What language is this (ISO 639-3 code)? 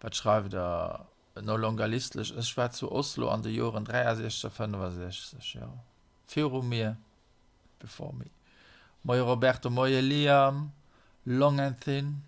ltz